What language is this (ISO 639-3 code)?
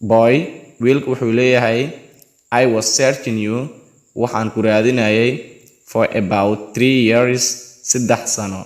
som